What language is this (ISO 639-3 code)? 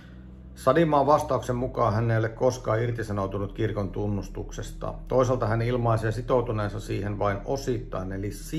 fin